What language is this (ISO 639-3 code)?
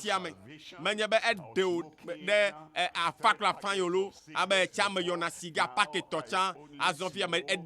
ewe